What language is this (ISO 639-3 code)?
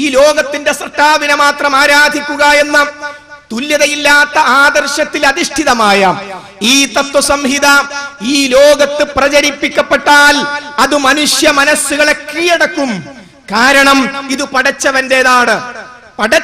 mal